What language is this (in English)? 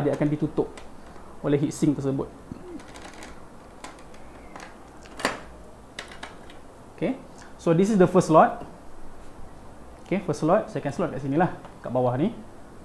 Malay